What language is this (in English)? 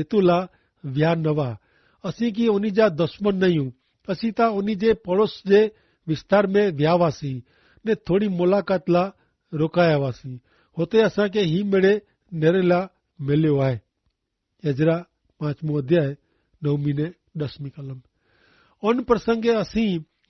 Kachhi